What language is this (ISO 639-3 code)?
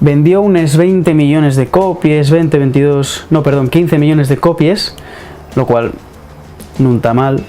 ast